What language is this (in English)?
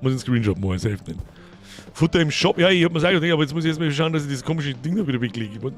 Bavarian